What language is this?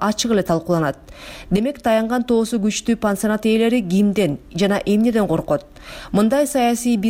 Kyrgyz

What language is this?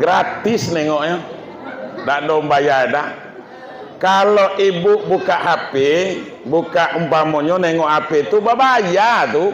Minangkabau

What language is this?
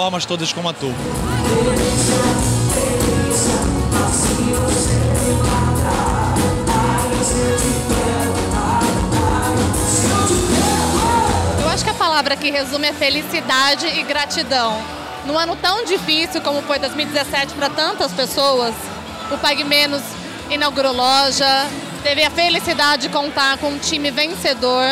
Portuguese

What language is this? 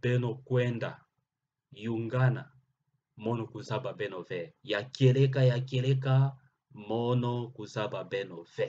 Kituba (Democratic Republic of Congo)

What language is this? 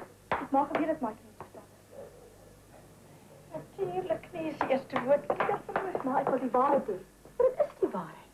Afrikaans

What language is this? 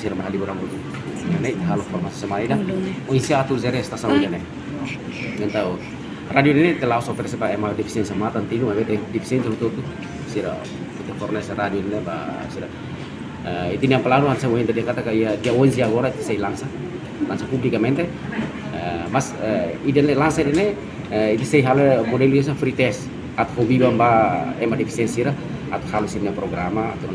Tetum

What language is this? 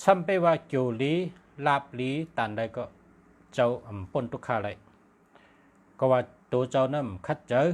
Shan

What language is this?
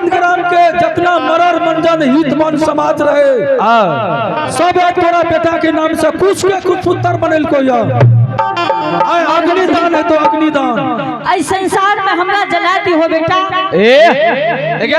Angika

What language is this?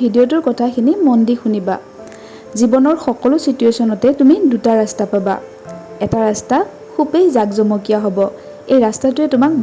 Assamese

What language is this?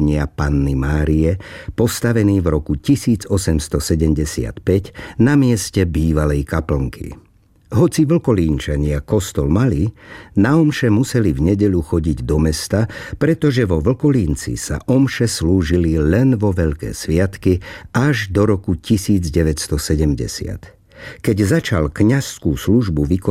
Slovak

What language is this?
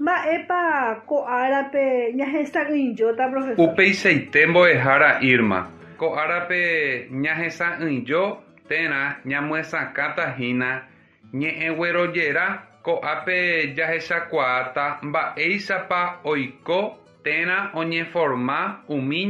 Guarani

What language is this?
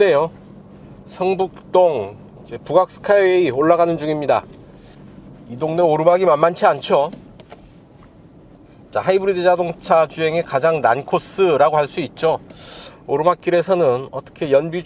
Korean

